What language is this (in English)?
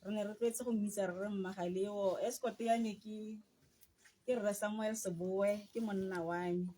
Tswana